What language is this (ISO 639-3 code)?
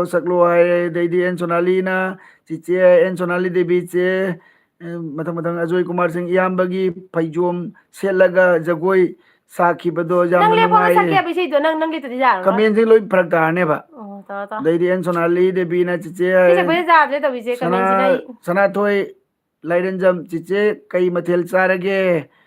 mni